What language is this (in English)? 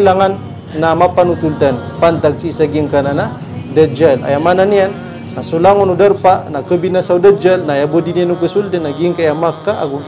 Maranao